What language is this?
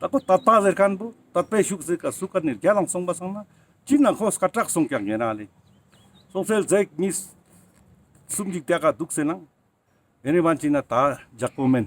Ladakhi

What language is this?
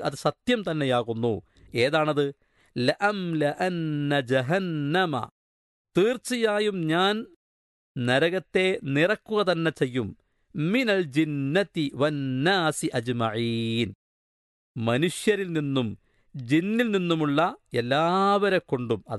Malayalam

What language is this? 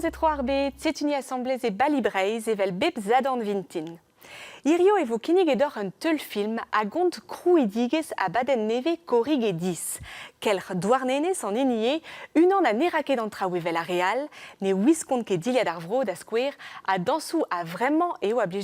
Breton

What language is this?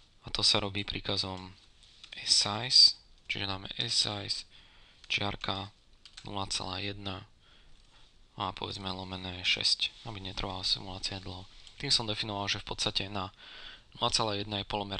Slovak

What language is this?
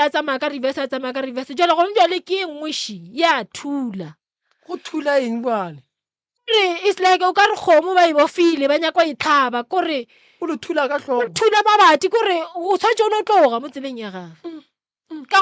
Northern Sotho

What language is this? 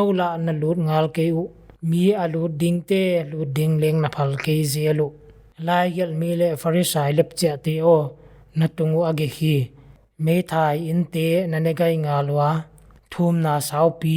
Paite Chin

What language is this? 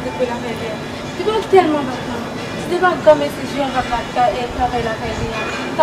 Haitian Creole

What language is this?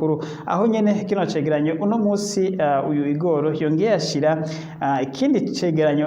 Rundi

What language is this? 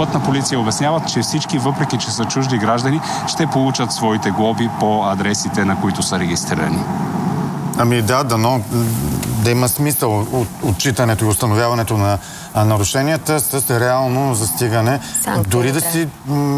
Bulgarian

